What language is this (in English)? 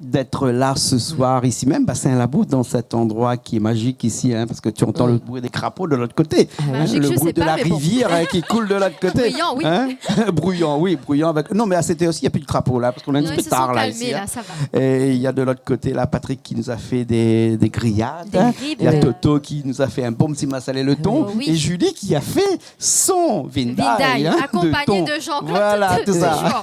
Réunion Creole French